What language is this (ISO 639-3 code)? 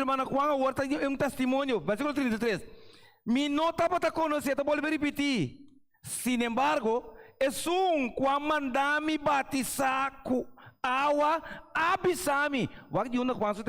pap